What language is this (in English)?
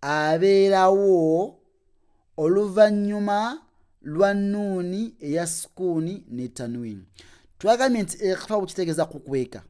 Ganda